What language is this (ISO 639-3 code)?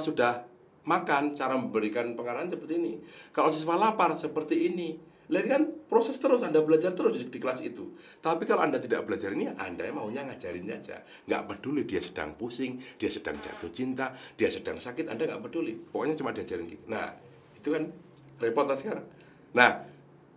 ind